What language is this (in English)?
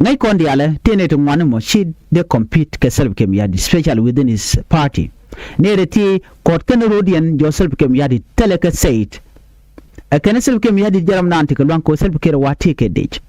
Nuer